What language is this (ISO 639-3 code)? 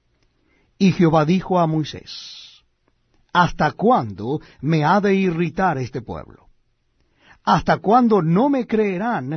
spa